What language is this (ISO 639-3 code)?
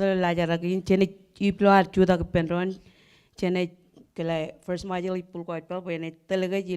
mah